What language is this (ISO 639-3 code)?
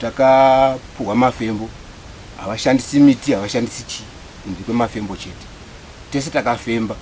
sna